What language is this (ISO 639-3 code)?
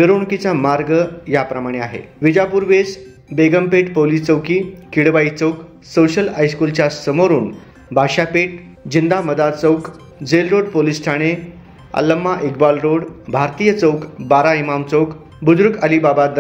mar